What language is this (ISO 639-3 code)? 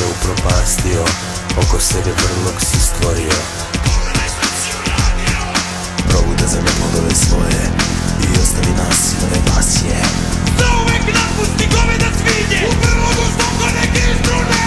srp